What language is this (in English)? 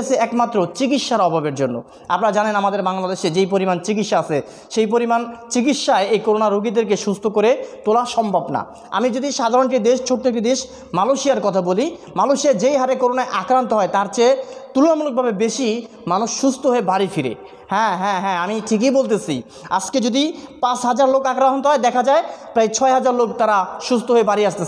Bangla